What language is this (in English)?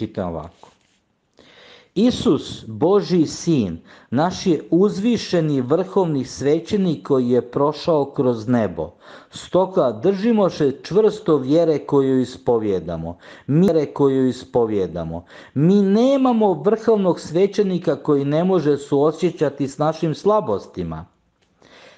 Croatian